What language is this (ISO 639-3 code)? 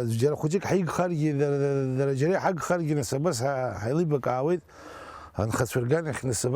abk